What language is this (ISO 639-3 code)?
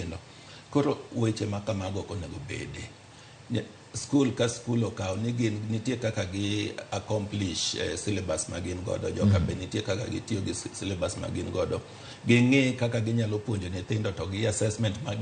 luo